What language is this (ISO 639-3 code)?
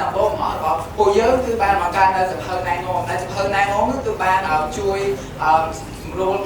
khm